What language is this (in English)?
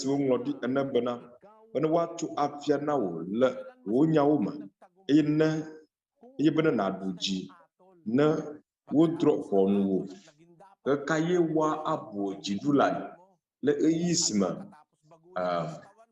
Ewe